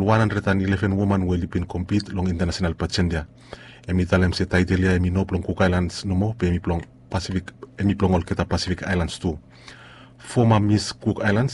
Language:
Bislama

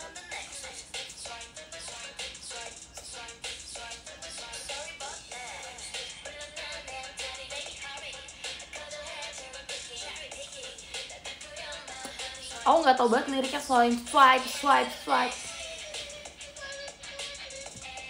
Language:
Indonesian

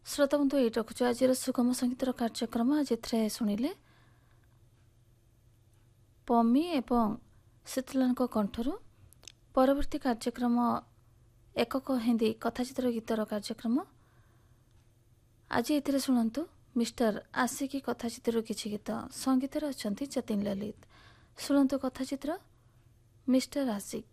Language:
Odia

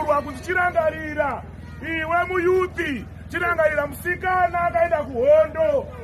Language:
Shona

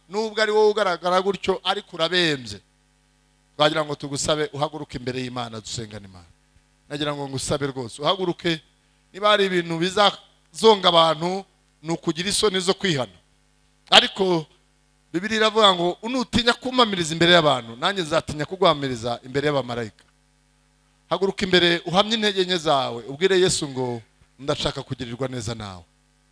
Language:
Kinyarwanda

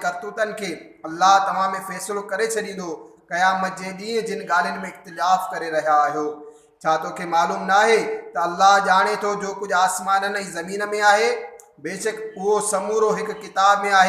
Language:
Sindhi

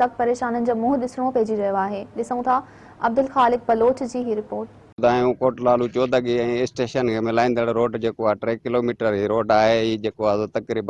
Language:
Sindhi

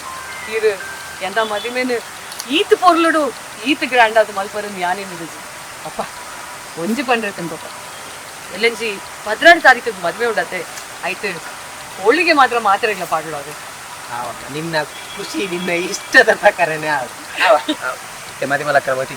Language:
Tulu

